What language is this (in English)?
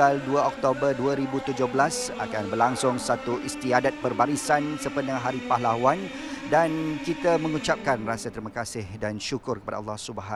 Malay